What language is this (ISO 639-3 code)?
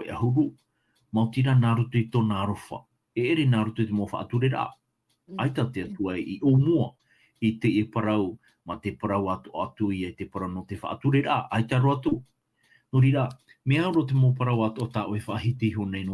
tah